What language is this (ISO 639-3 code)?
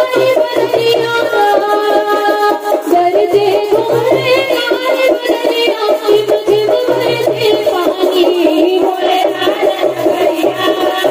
bho